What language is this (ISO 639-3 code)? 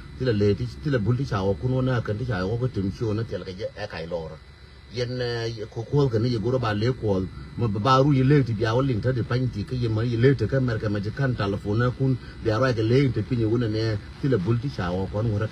nus